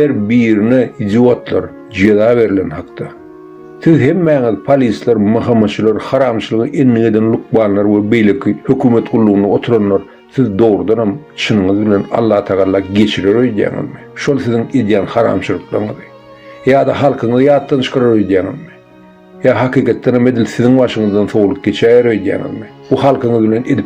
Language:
Turkmen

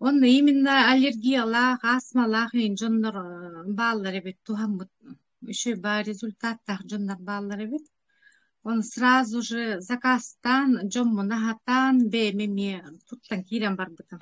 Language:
Yakut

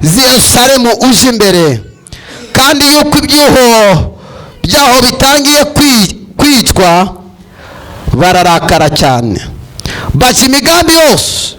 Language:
Kinyarwanda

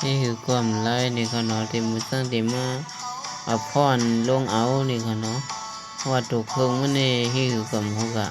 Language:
Shan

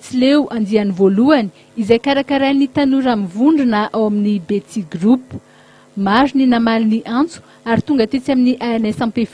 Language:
Malagasy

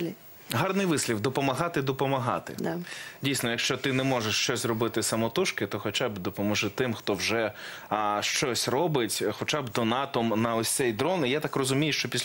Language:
Ukrainian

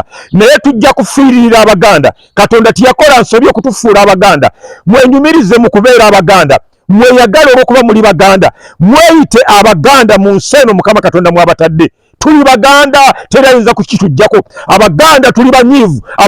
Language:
Ganda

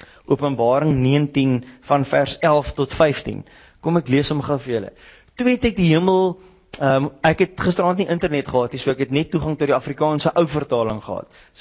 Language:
Afrikaans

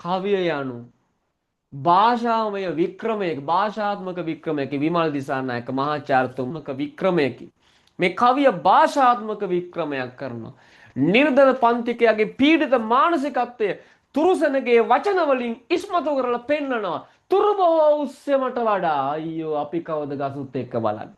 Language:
Sinhala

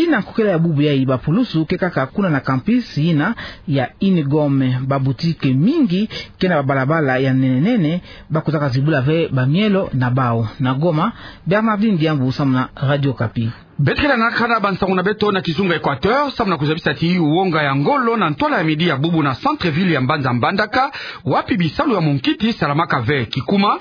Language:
Kituba (Democratic Republic of Congo)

